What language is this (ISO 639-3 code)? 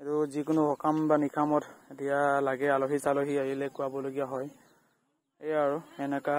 asm